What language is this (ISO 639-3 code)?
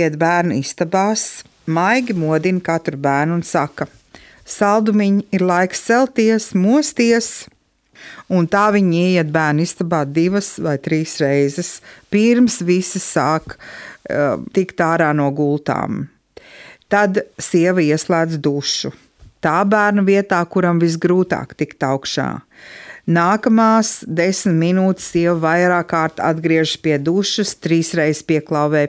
lav